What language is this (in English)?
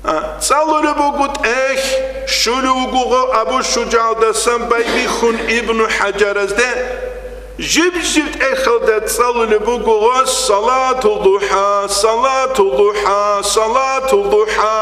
Avaric